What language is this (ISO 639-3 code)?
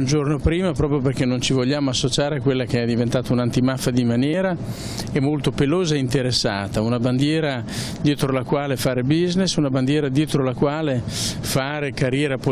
ita